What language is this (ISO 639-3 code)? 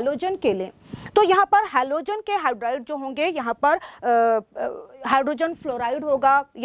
hin